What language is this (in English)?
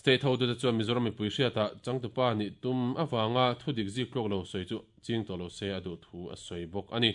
Mizo